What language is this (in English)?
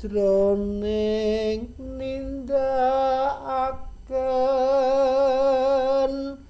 Javanese